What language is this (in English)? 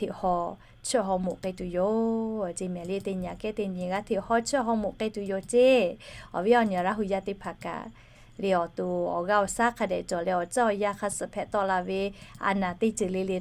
Lahu